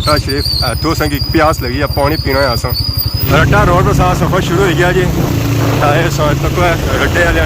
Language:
Pahari-Potwari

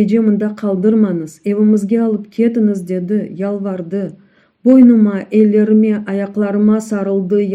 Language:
Crimean Tatar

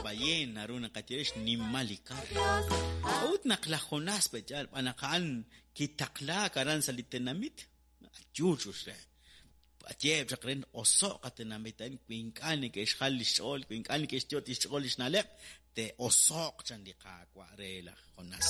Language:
Kekchí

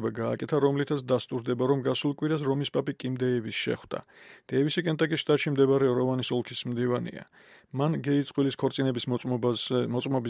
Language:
Georgian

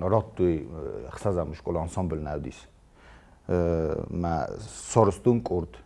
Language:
Ossetic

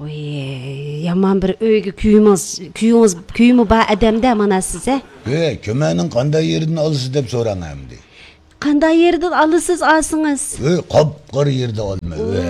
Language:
Uyghur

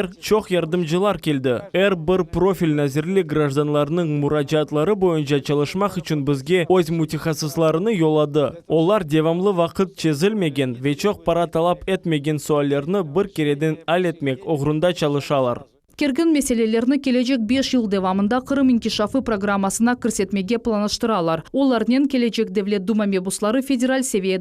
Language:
Crimean Tatar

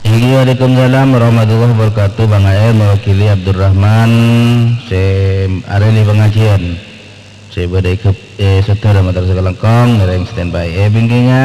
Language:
Madurese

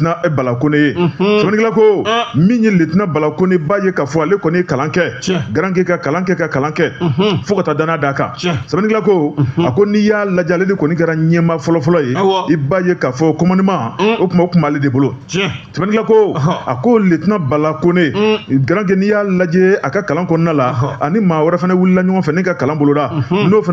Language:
Bambara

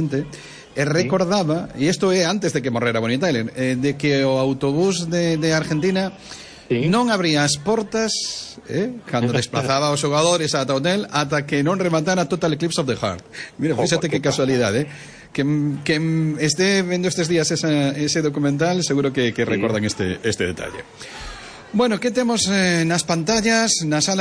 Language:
Galician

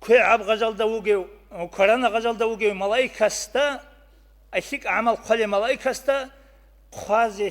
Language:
Avaric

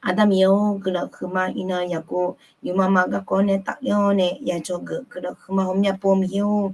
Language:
Akha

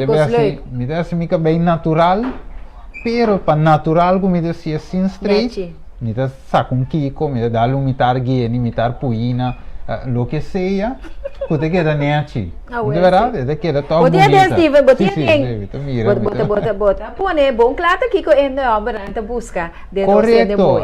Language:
Papiamento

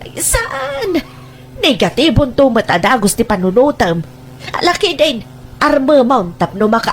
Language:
Iloko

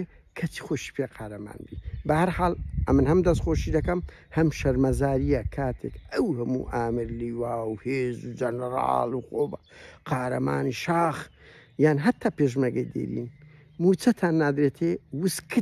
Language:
Central Kurdish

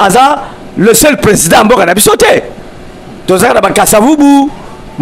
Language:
Lingala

